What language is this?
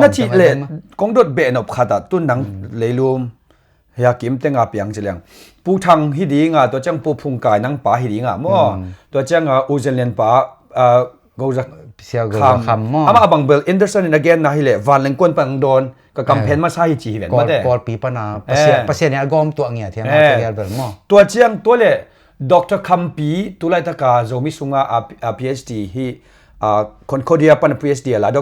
Tedim Chin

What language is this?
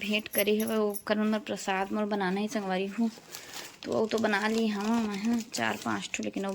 Chhattisgarhi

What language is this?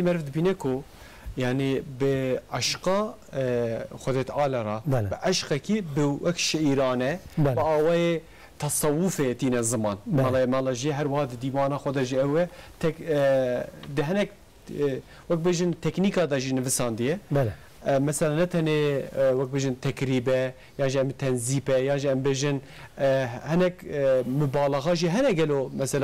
Kurdish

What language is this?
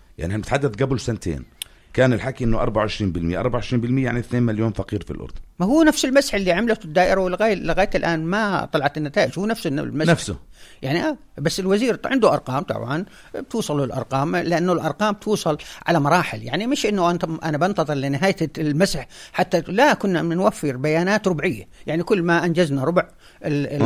North Levantine Arabic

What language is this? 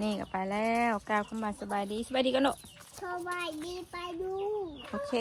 Northeastern Thai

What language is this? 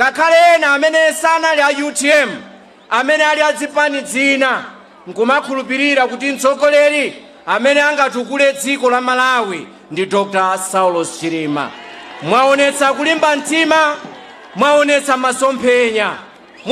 Nyanja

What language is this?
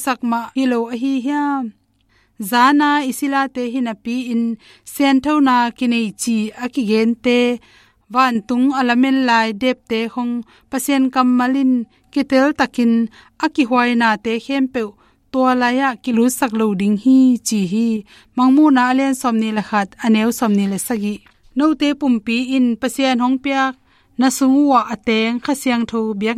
Tedim Chin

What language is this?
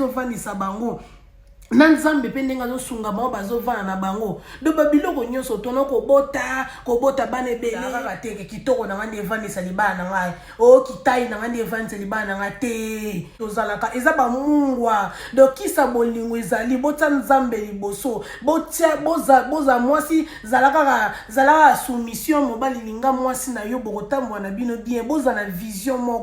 Lingala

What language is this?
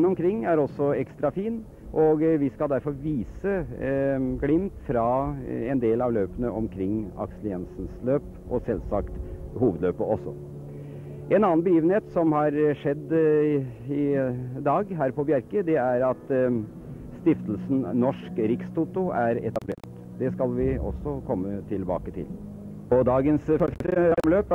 Norwegian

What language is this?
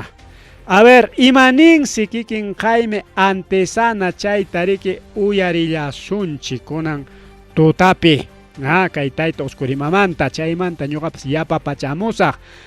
Ayacucho Quechua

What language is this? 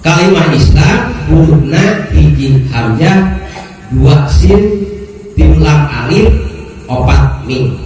Sundanese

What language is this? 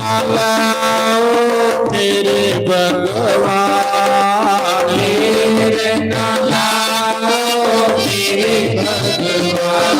Dogri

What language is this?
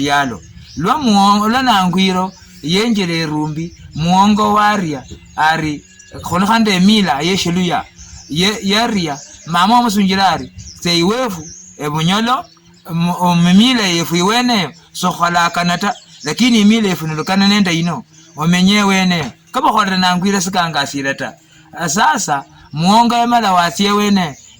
Luyia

